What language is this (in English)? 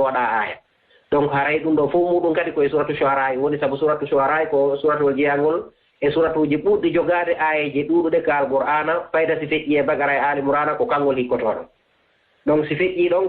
Fula